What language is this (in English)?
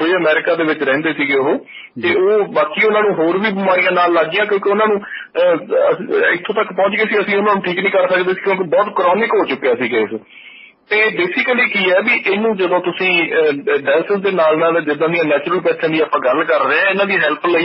Punjabi